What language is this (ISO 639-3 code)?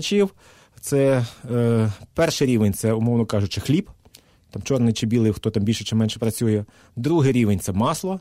ukr